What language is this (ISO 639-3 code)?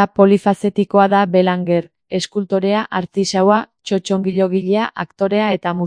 eus